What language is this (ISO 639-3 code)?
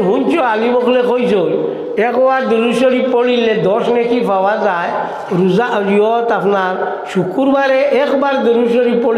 syl